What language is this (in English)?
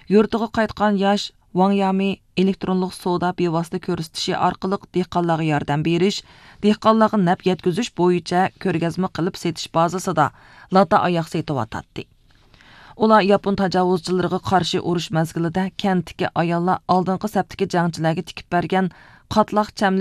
Uyghur